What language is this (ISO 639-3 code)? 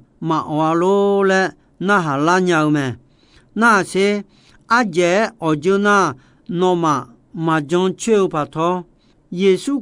ahk